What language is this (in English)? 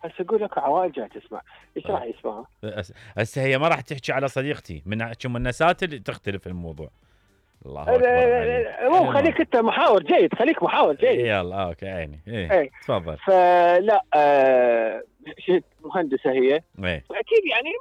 Mesopotamian Arabic